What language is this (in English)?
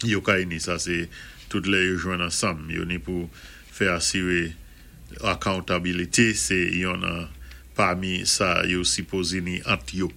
Saint Lucian Creole French